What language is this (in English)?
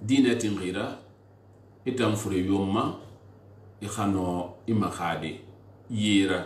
Susu